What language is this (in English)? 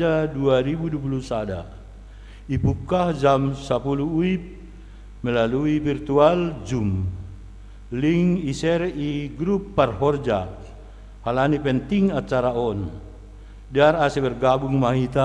Batak Simalungun